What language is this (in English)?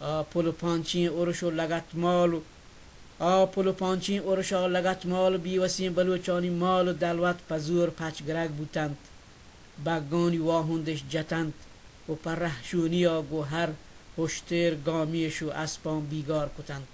Baluchi